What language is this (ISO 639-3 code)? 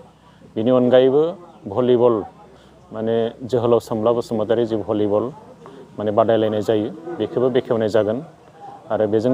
brx